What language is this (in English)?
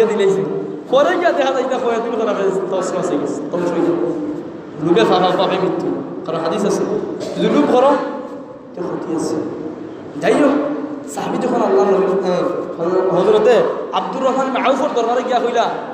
Sylheti